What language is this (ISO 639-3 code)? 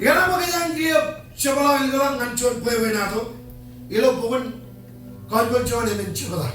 mah